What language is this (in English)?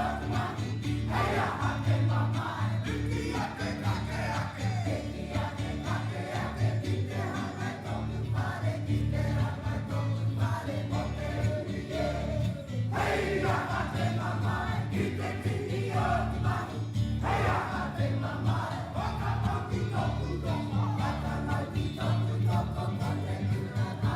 Māori